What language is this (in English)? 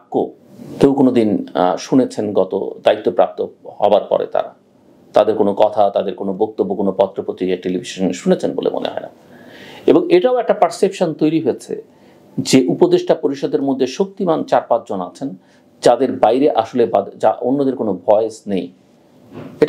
Bangla